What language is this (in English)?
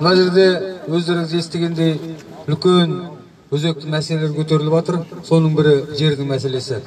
Kazakh